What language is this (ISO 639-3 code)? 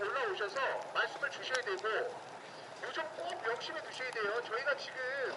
kor